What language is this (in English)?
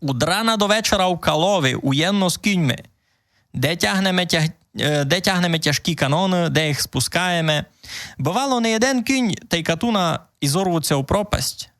Rusyn